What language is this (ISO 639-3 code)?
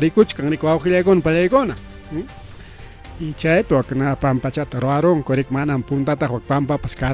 quy